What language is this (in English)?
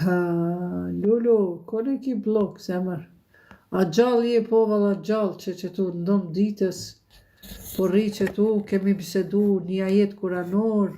Albanian